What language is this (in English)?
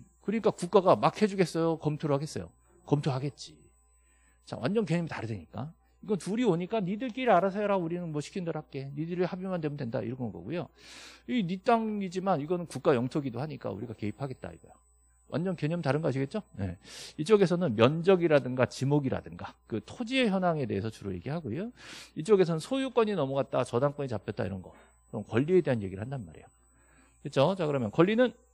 Korean